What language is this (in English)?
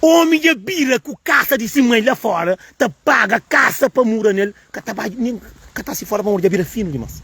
Kabuverdianu